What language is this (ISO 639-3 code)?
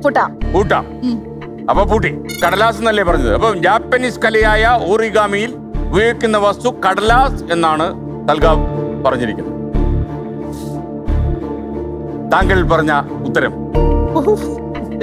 mal